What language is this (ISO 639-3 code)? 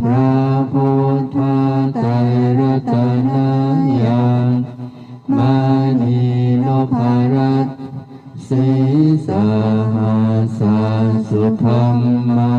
pli